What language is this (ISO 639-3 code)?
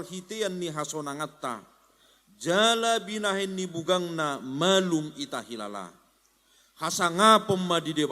bbc